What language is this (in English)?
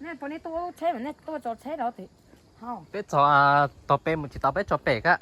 Hmong